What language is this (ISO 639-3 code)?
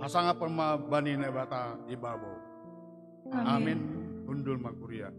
bts